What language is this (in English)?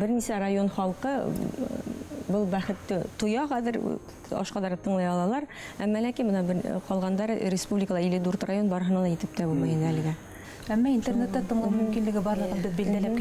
Bashkir